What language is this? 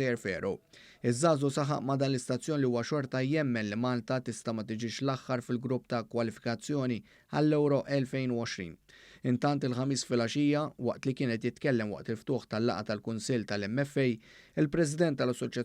Maltese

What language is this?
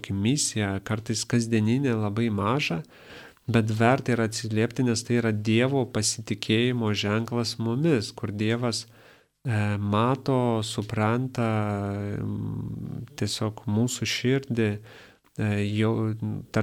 Lithuanian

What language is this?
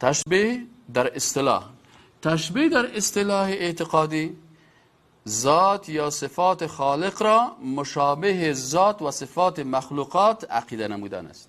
Persian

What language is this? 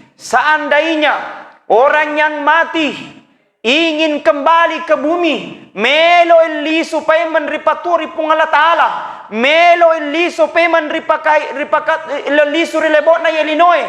Buginese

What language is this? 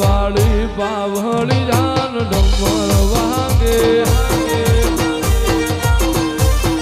Gujarati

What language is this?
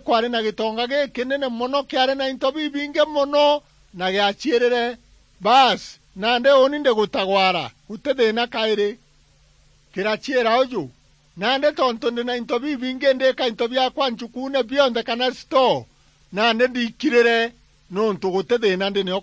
Meru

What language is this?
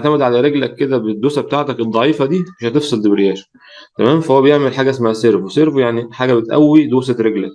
Egyptian Arabic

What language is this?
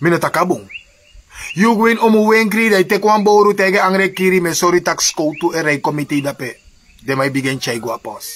Sranan Tongo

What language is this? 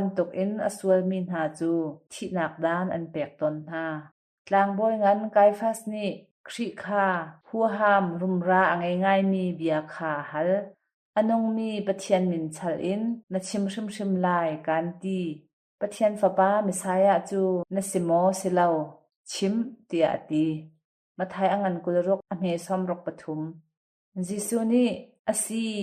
Hakha Chin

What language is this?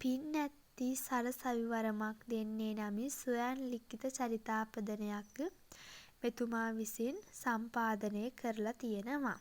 Sinhala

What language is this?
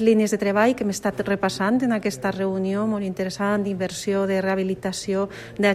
Catalan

